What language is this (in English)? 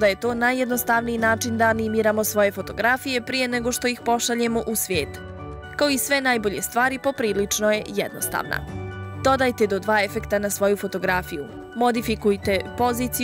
Bosnian